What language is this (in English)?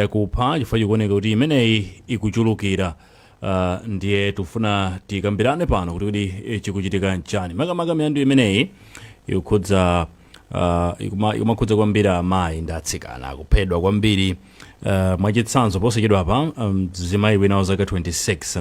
Nyanja